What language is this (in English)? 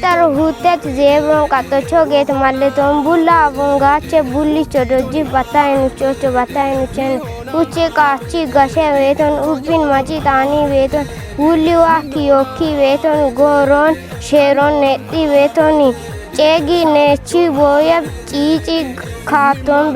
Kafa